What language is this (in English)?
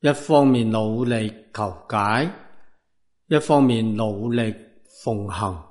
Cantonese